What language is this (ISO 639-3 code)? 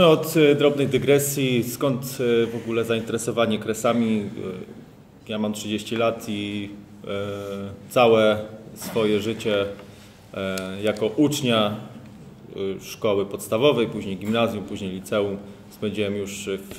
pol